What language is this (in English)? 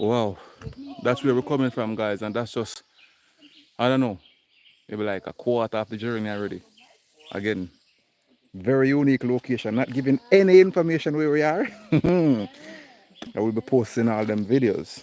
Jamaican Creole English